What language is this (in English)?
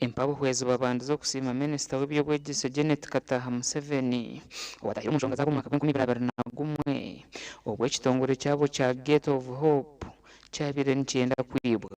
Nyankole